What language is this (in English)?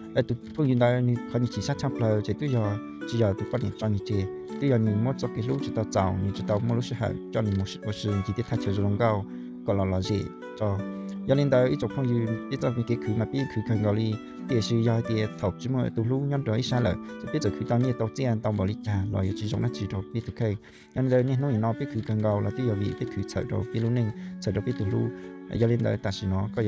Hmong